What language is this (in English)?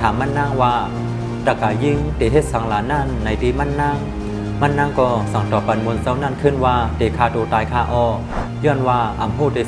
Shan